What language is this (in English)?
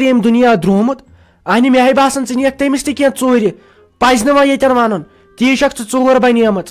Kashmiri